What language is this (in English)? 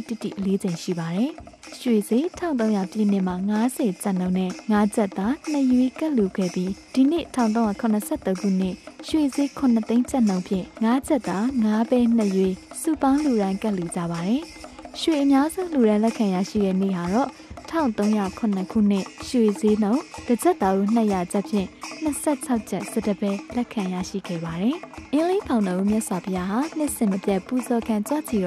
Burmese